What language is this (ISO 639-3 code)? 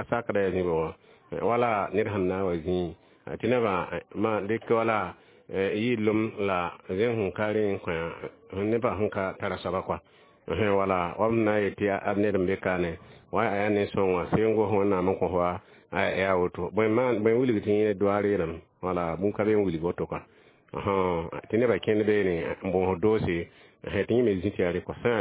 mos